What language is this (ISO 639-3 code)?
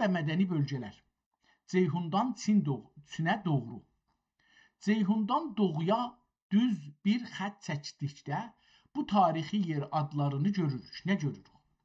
azb